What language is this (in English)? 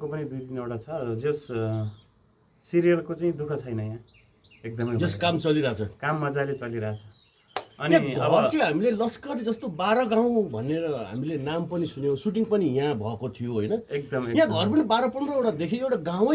Nepali